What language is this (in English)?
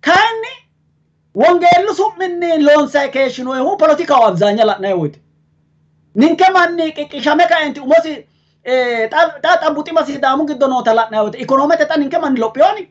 Sidamo